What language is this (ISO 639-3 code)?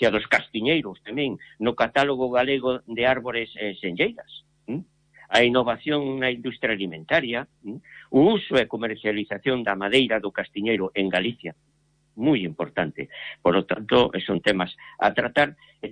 glg